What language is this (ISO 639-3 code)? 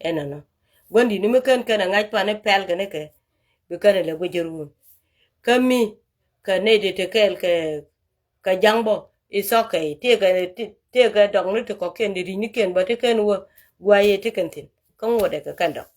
nus